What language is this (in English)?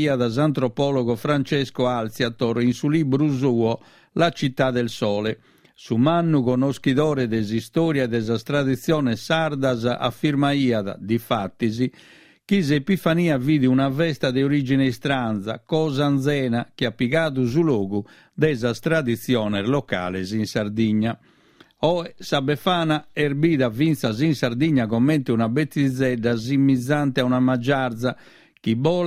Sardinian